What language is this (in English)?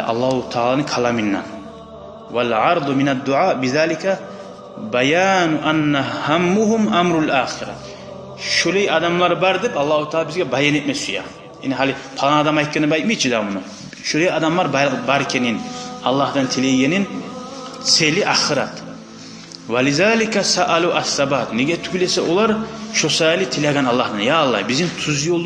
Kumyk